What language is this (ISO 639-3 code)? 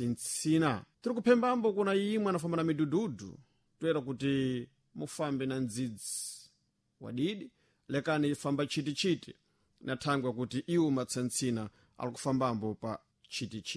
seh